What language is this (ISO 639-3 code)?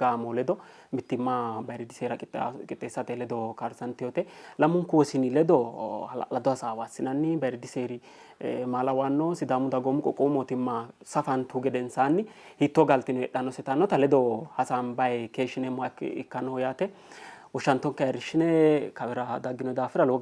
sid